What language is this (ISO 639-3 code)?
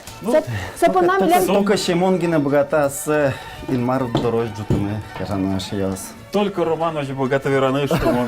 udm